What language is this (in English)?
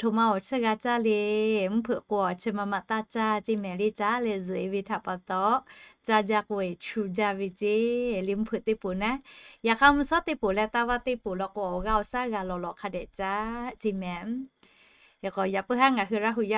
Lahu